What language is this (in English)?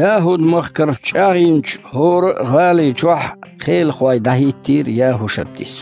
Chechen